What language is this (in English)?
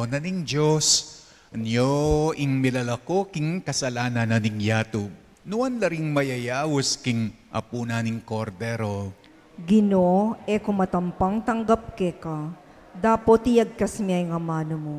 Pampanga